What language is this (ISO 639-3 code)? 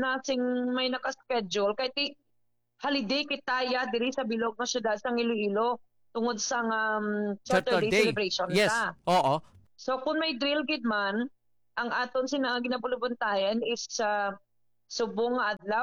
hil